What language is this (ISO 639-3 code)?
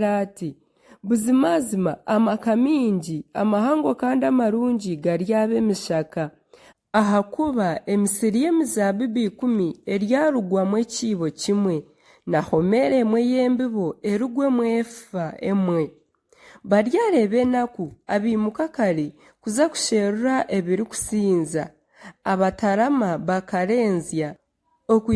nyn